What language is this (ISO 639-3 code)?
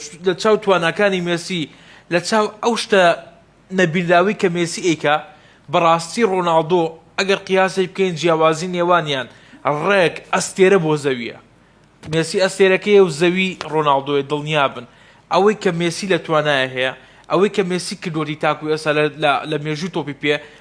ckb